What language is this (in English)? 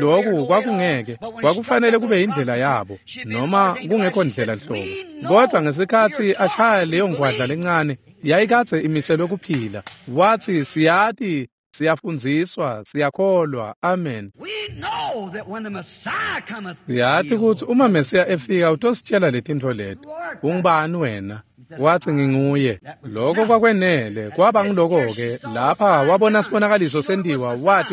Swati